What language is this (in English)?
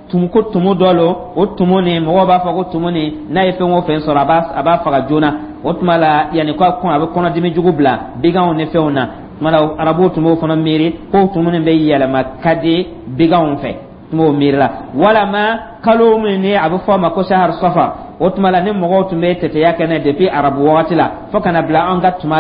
Dyula